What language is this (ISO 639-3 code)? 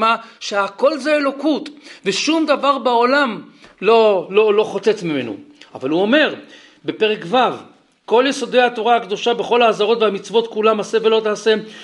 heb